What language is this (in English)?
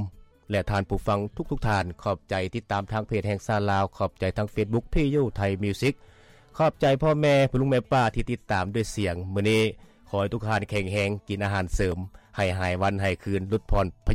Lao